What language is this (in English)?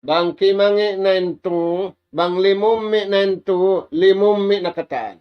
Tausug